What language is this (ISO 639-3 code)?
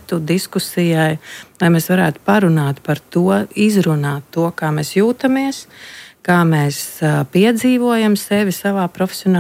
lav